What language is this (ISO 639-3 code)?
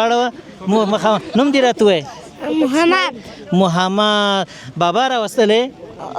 pus